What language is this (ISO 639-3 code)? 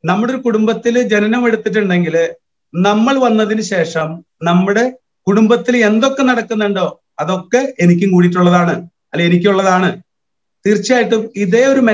mal